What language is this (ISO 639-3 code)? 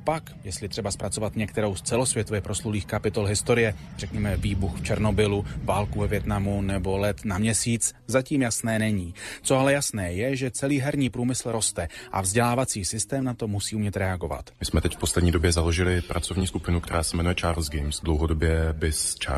ces